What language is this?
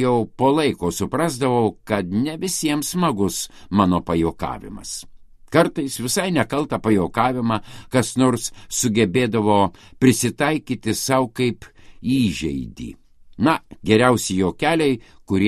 Lithuanian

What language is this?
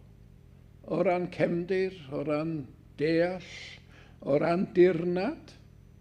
Welsh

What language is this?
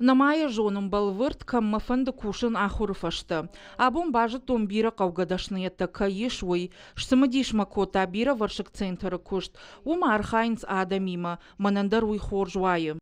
Ossetic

